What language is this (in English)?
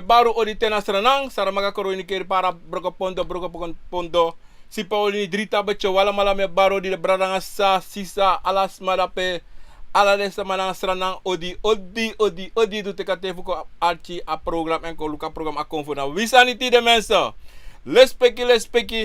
Sranan Tongo